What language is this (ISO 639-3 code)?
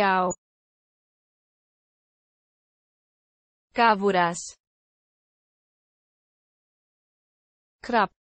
ell